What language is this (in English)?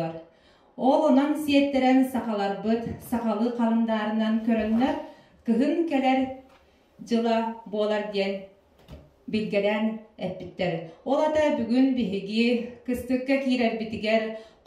Yakut